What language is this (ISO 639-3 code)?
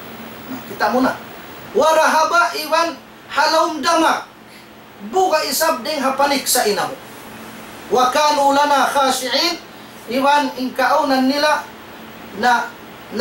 tsg